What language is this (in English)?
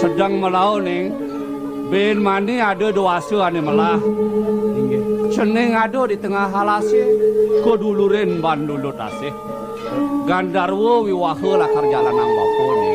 Balinese